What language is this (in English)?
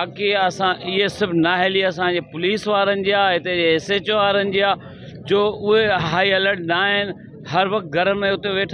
Sindhi